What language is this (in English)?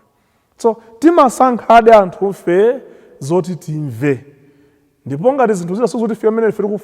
Nyanja